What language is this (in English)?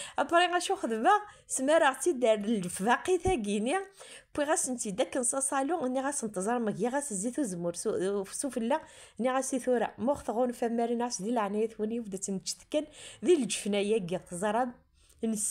Kabyle